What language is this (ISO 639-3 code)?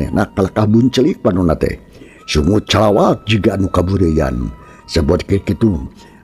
sun